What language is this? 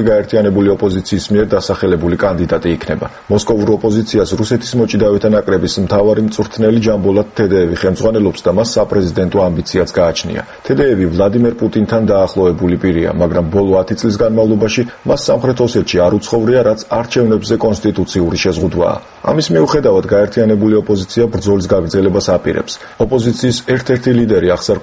Georgian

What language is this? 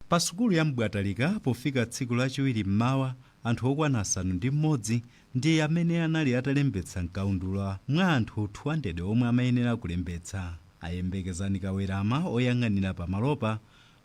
Nyanja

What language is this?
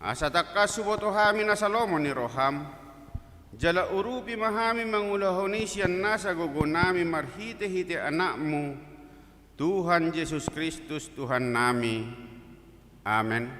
Batak Toba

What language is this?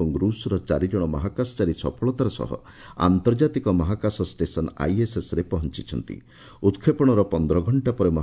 Odia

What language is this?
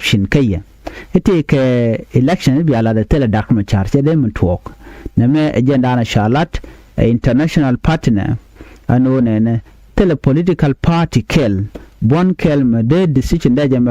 Nuer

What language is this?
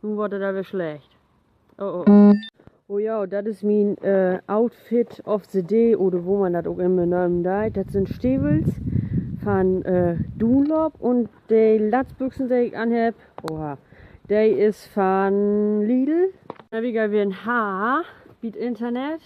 Low German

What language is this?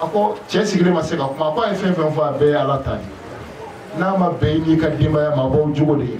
Bambara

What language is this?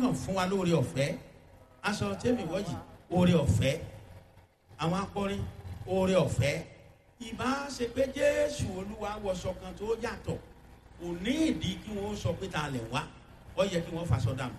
Yoruba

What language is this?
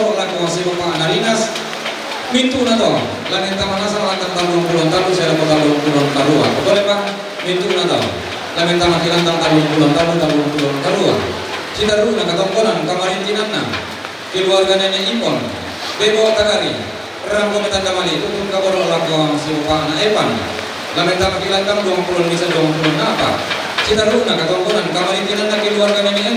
Toraja-Sa'dan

